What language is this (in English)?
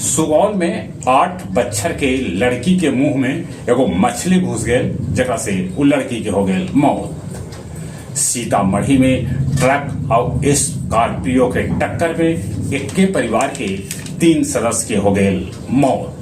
Magahi